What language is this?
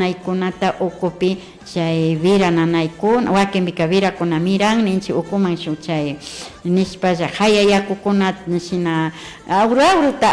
Imbabura Highland Quichua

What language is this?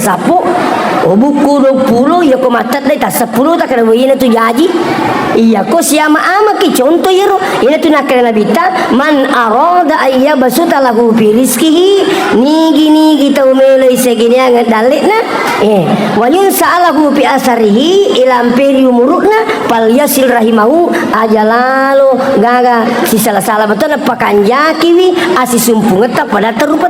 Buginese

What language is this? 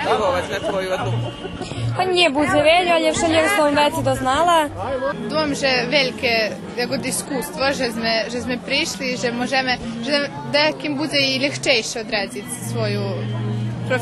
Rusyn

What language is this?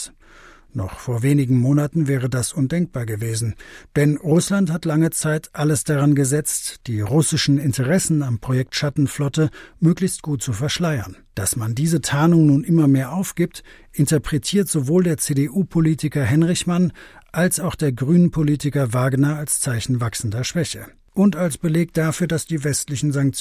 German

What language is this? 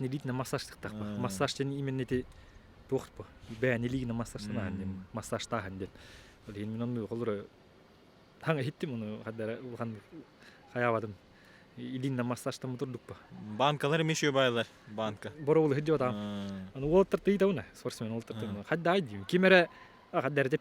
Yakut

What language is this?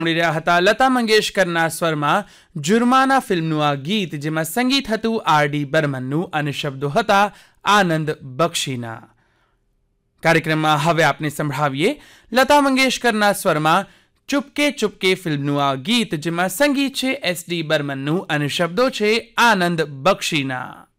Gujarati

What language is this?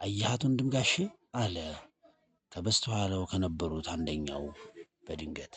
Amharic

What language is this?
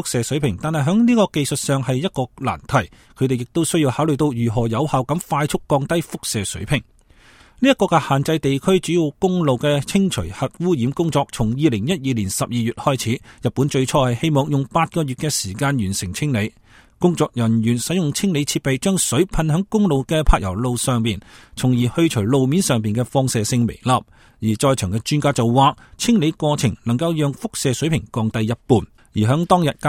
Cantonese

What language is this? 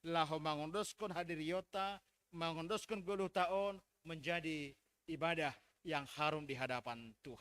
Batak Simalungun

